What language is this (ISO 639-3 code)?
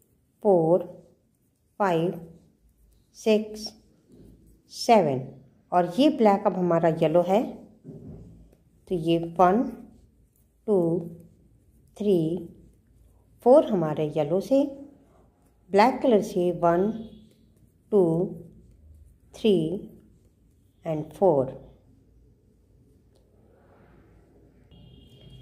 hin